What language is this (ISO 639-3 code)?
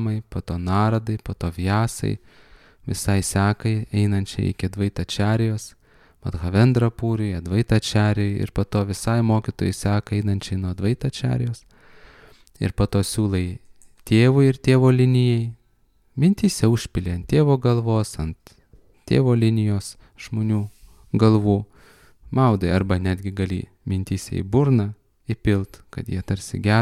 lit